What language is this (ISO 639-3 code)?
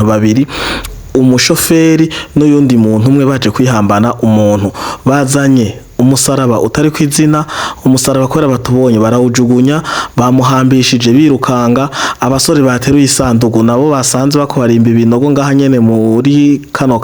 run